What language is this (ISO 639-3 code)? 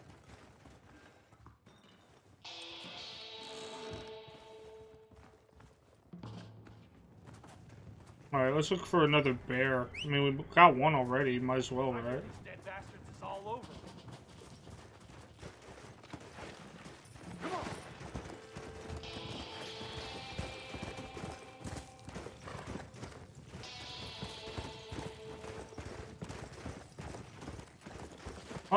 eng